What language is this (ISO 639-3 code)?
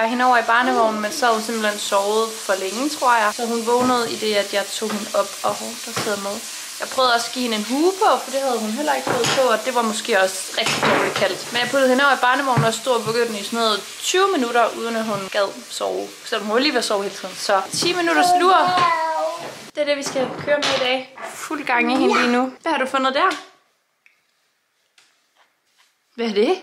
dan